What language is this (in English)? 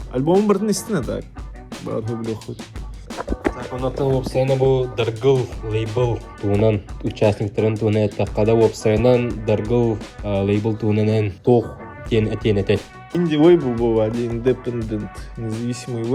Yakut